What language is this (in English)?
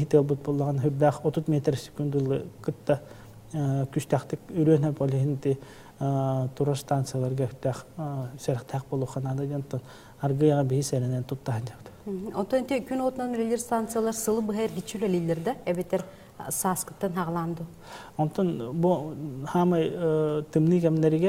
Yakut